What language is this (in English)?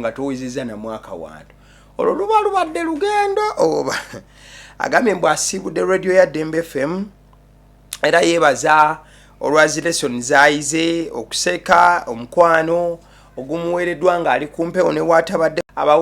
Ganda